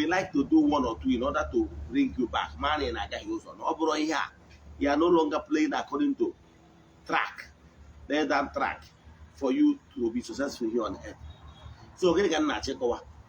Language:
Igbo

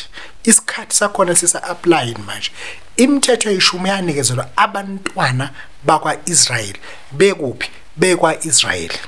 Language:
Zulu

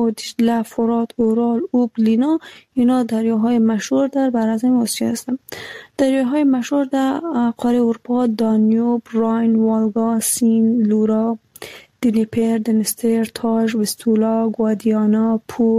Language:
Persian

